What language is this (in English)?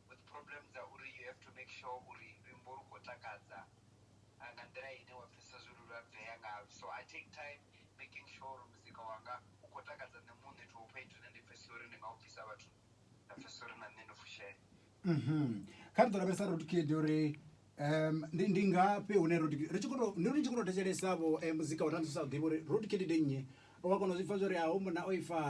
Venda